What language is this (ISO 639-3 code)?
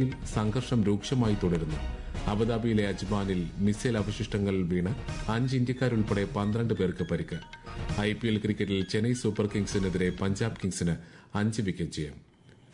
mal